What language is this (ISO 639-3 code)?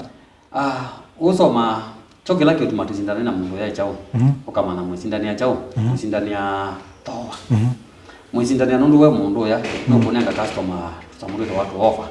kam